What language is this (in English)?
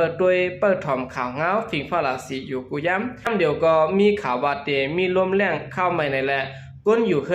Shan